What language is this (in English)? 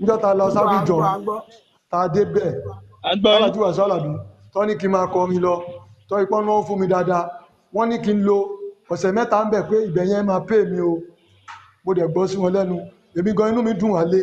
Yoruba